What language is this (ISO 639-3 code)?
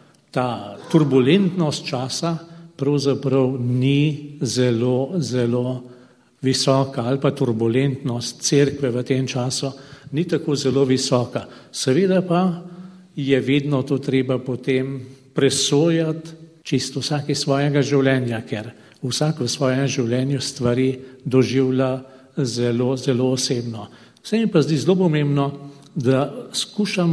slv